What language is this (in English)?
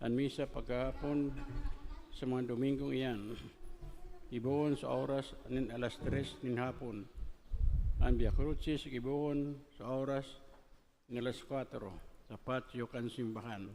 Bikol